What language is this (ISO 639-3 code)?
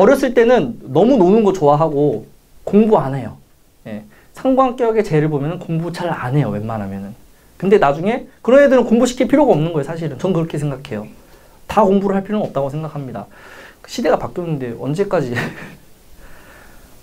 kor